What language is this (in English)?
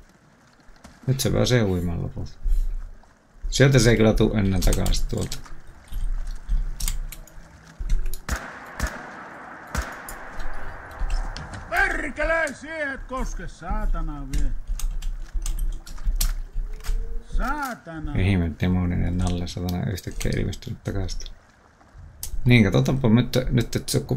Finnish